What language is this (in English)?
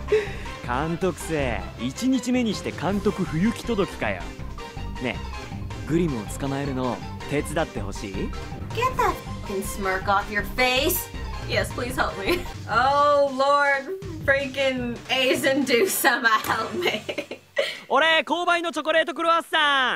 Japanese